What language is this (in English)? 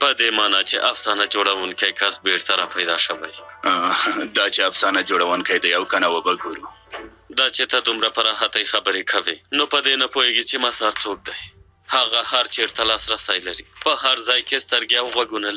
Pashto